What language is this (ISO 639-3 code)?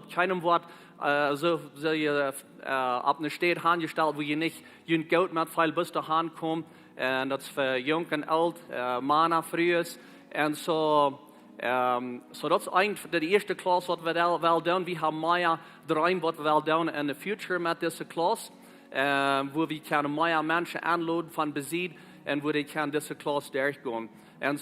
pdt